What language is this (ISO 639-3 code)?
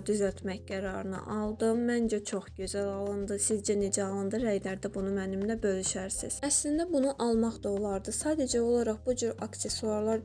aze